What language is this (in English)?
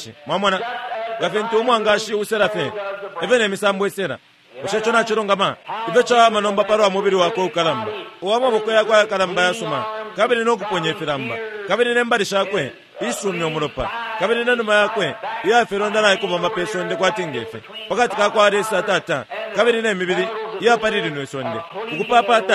Bemba